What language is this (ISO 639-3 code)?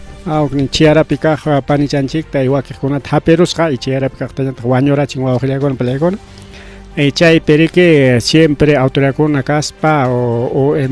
quy